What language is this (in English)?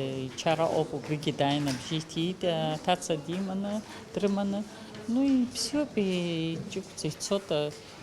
Abkhazian